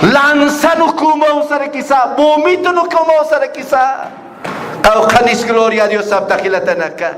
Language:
Aymara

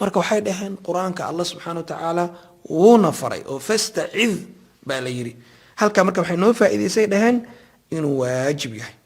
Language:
Somali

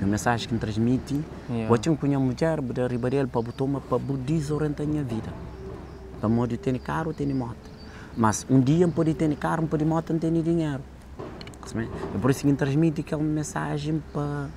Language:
Kabuverdianu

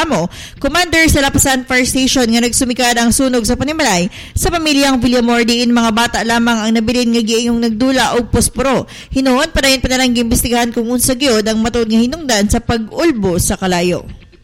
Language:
Cebuano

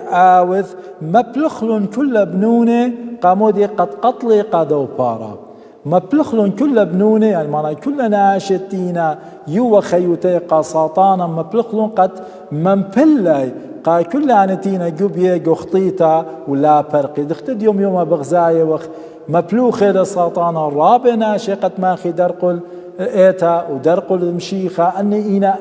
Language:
Assyrian Neo-Aramaic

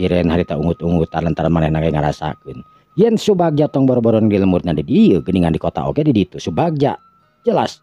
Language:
Sundanese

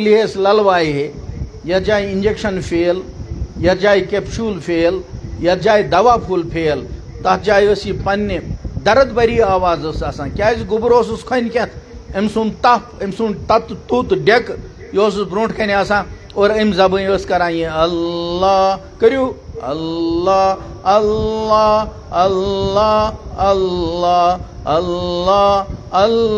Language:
Kashmiri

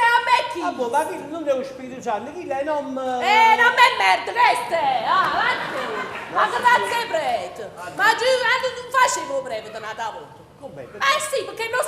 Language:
Neapolitan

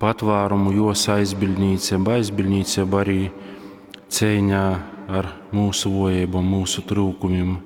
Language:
Latgalian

